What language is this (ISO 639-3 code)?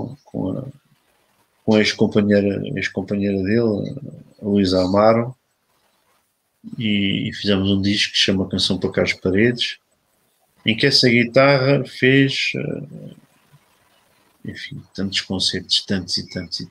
por